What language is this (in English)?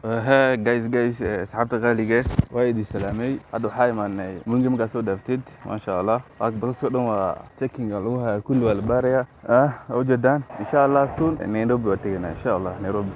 Somali